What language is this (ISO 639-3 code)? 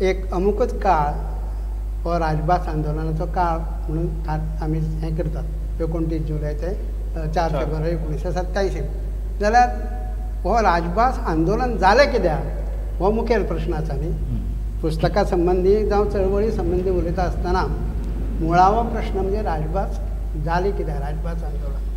kok